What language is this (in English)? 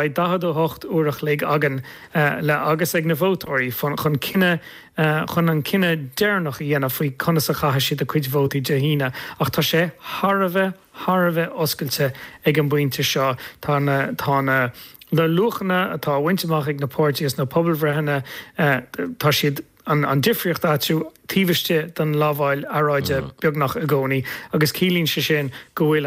Irish